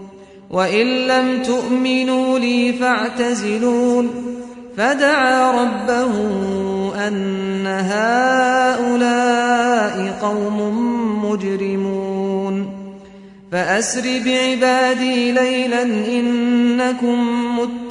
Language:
Arabic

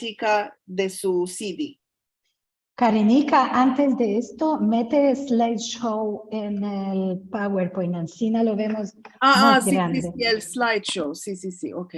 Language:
Ladino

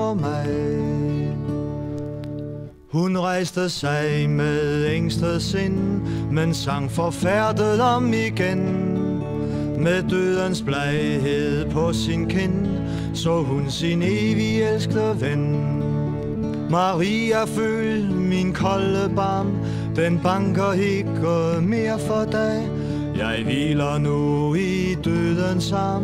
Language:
Danish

